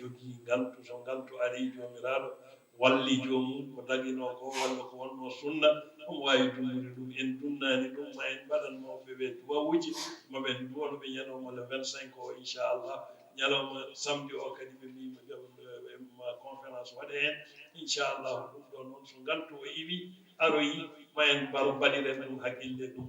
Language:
Fula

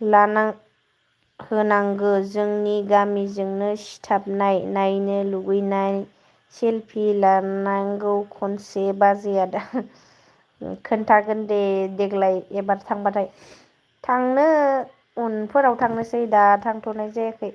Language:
Bodo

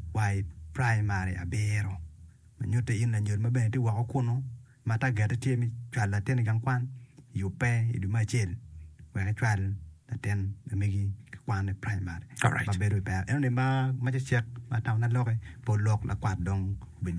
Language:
Acoli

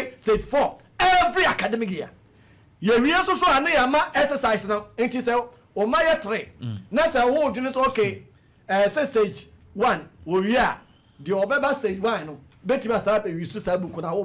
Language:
Akan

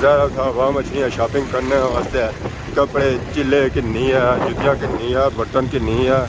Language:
Pahari-Potwari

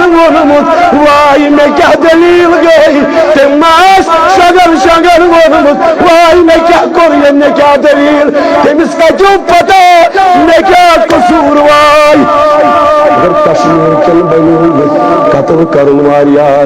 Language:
Kashmiri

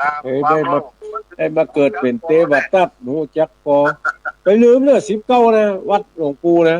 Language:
Northern Thai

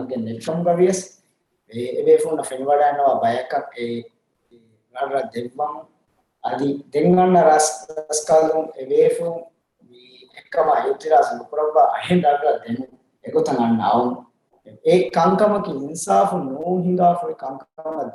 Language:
Divehi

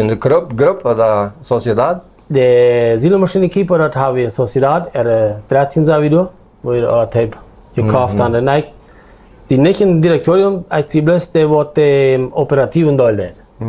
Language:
Plautdietsch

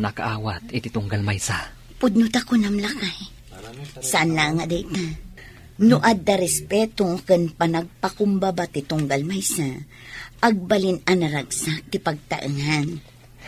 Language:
Iloko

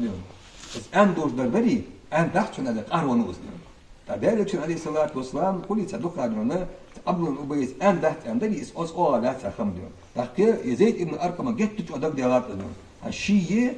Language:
Ingush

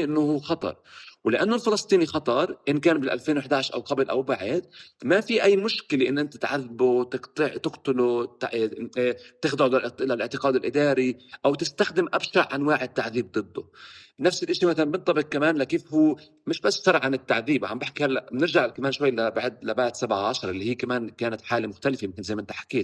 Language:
North Levantine Arabic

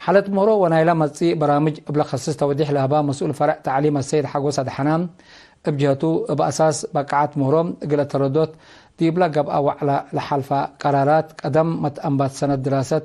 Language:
Tigre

